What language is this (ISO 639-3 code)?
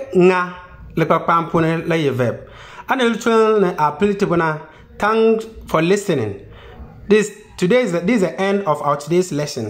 xon